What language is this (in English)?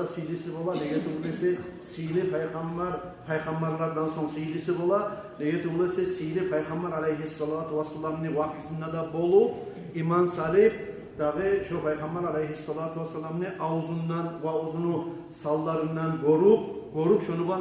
Kumyk